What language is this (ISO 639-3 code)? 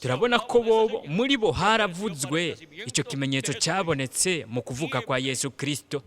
run